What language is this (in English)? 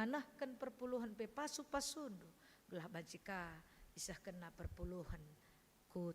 Batak Karo